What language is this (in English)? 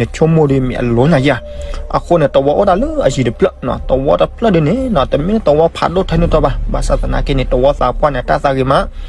S'gaw Karen